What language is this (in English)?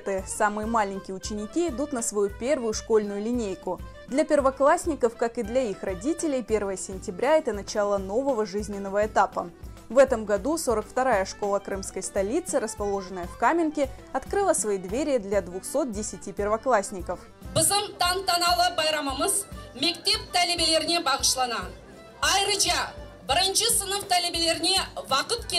Crimean Tatar